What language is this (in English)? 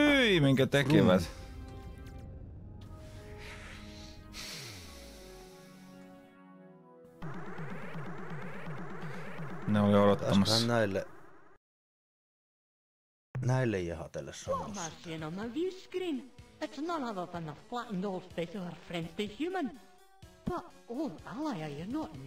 Finnish